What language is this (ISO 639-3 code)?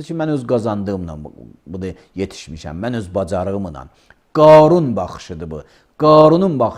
aze